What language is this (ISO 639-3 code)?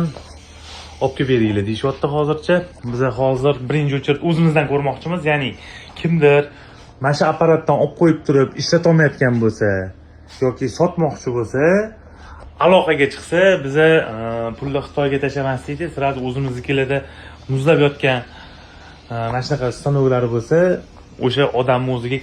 uzb